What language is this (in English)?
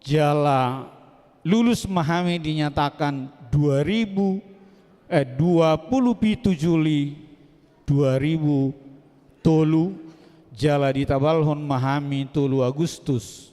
Batak Toba